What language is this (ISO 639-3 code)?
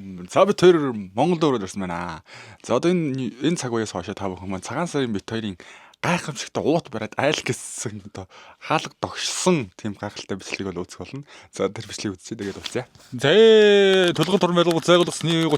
mon